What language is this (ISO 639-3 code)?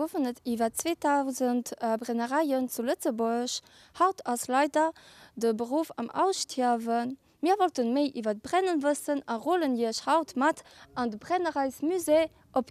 ltz